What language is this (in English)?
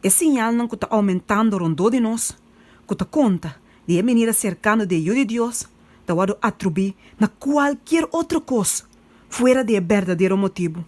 Papiamento